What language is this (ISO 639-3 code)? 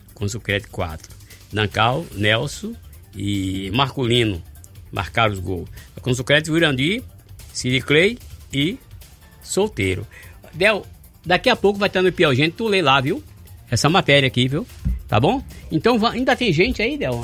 por